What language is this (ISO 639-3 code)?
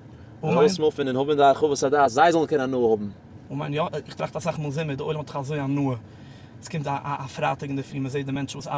yid